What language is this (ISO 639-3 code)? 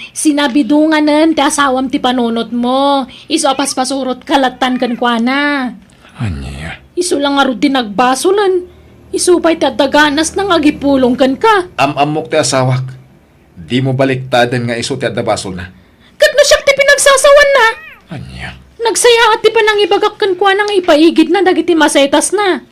ilo